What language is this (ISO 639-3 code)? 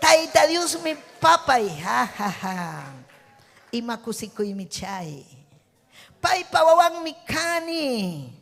quy